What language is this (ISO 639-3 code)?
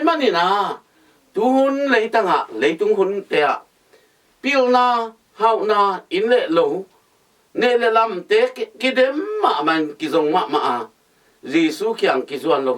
ctd